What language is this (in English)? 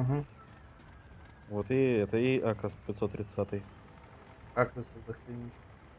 Russian